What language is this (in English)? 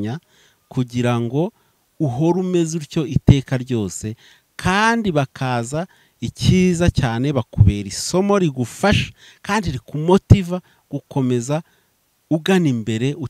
Kinyarwanda